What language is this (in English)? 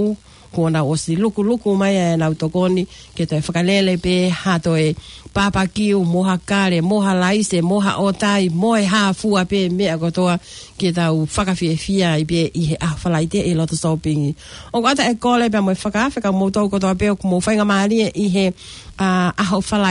Tongan